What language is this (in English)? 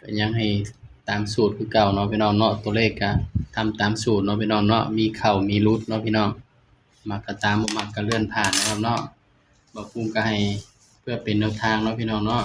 Northeastern Thai